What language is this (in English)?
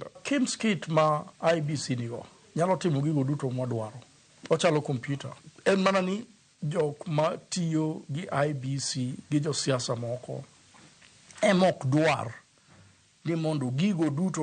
Luo (Kenya and Tanzania)